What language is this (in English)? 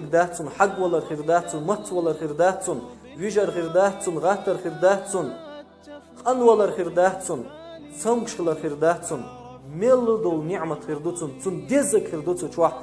Chechen